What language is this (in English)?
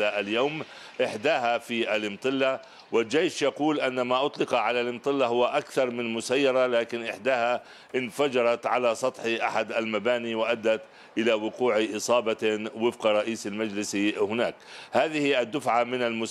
Arabic